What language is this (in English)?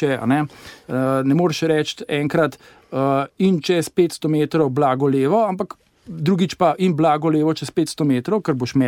Slovenian